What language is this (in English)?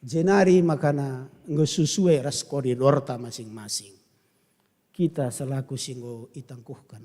Batak Karo